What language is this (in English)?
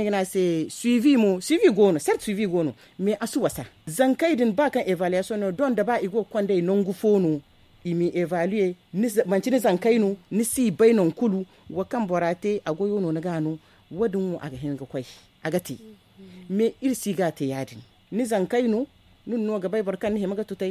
Zarma